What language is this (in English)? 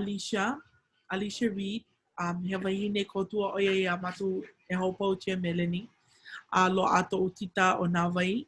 Hawaiian